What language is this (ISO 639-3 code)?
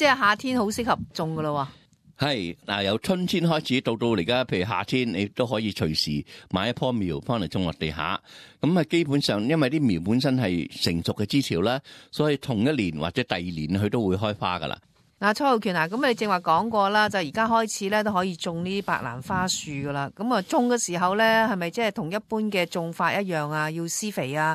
yue